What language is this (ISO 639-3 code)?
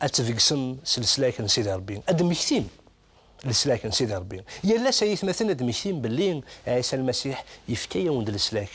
kab